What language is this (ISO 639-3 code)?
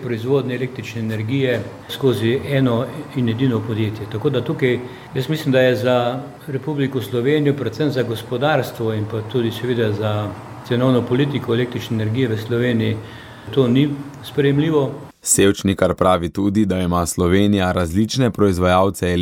slv